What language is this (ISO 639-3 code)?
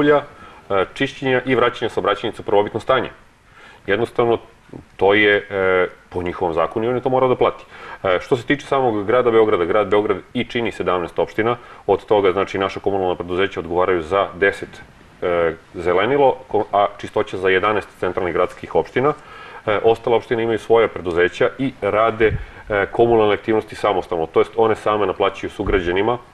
srp